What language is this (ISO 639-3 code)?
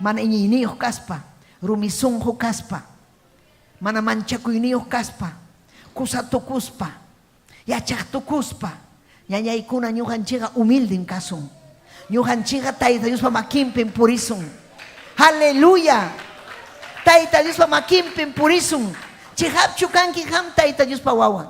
quy